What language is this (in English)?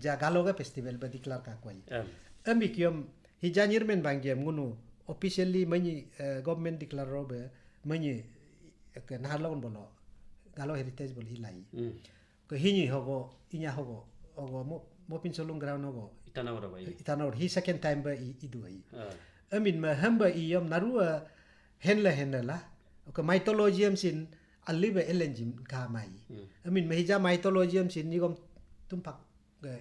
Galo